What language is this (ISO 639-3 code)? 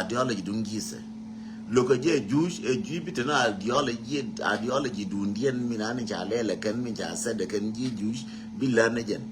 nus